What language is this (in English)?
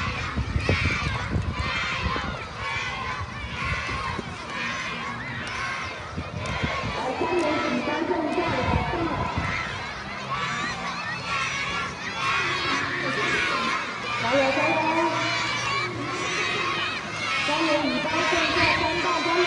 Chinese